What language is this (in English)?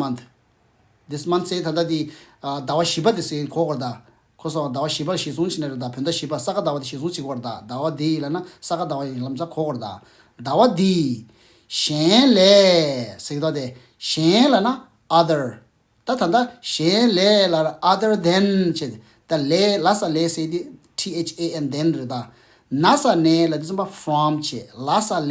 Tibetan